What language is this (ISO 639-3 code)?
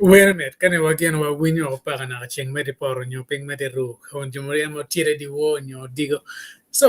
ach